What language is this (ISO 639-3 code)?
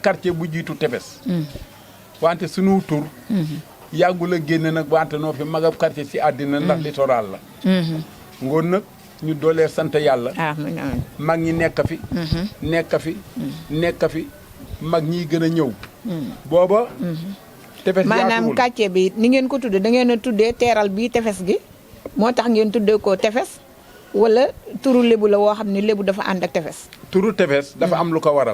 wol